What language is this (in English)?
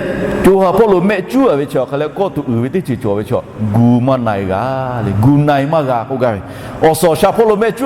Lahu